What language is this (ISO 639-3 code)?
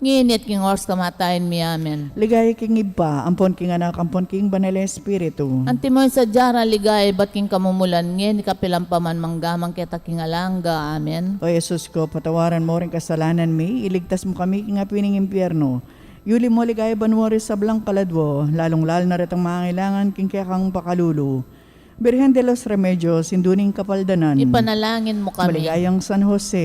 pam